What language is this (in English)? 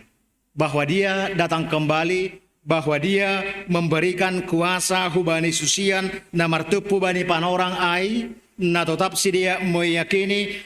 Batak Simalungun